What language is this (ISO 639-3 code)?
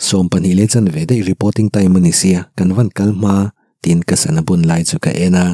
lus